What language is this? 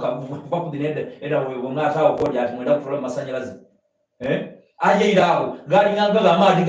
Soga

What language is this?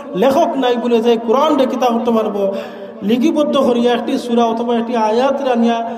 Sylheti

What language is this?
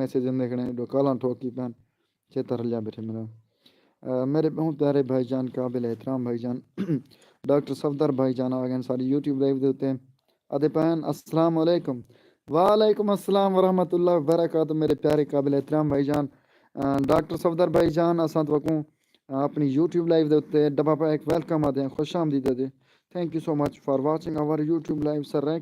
Saraiki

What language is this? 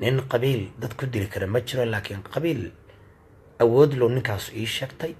Somali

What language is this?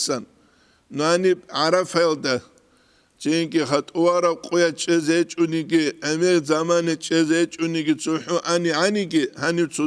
Avaric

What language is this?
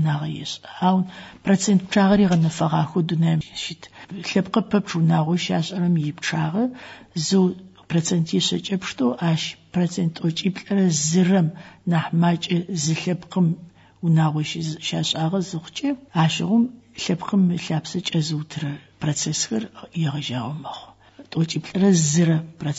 Adyghe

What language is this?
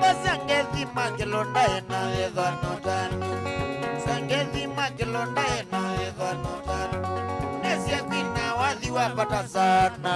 Kamba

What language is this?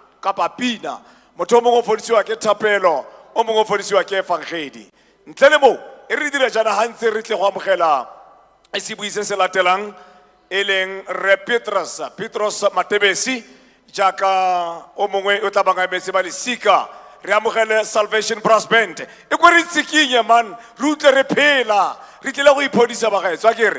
Tswana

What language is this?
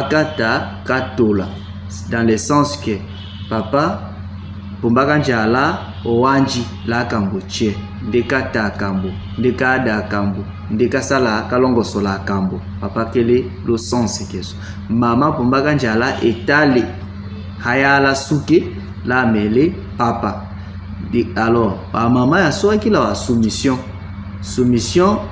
Tetela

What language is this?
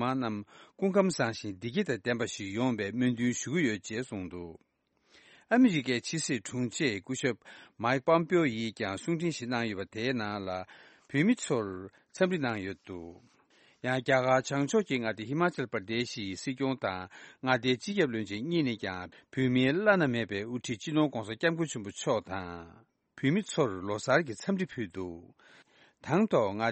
Tibetan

